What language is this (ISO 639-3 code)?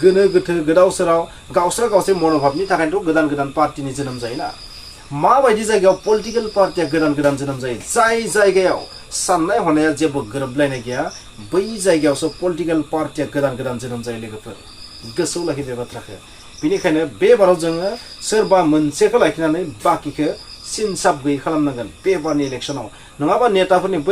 brx